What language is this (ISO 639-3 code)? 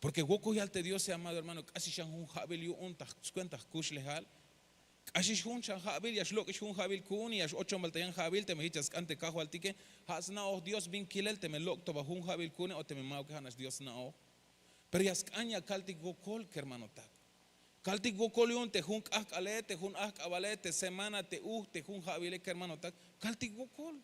tzh